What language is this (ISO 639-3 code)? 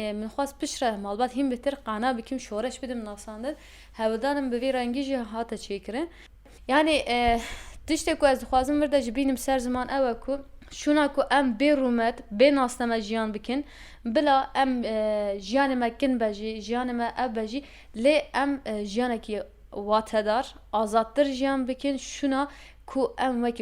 kur